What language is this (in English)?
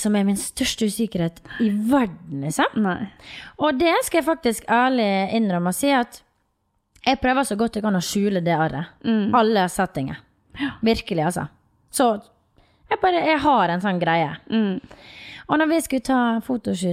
Norwegian